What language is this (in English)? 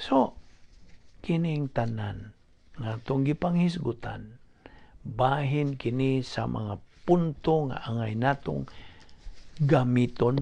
Cebuano